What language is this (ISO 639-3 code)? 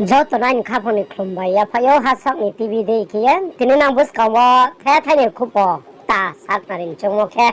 ria